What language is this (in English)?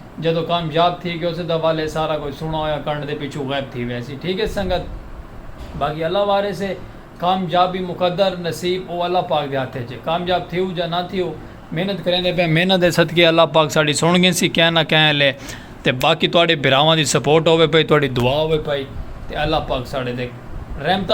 Saraiki